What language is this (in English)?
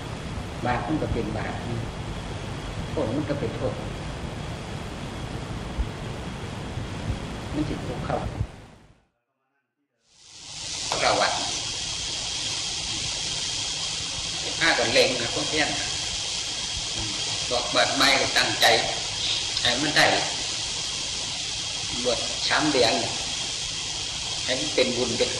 Thai